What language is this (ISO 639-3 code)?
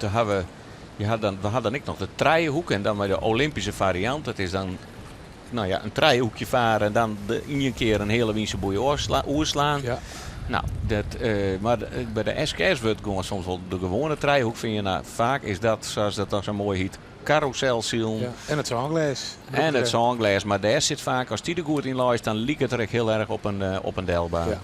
fry